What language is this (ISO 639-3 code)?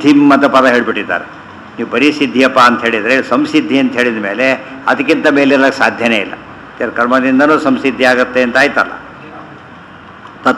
kan